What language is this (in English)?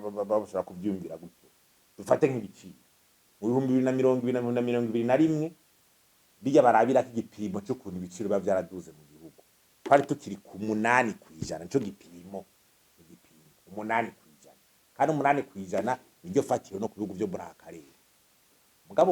Rundi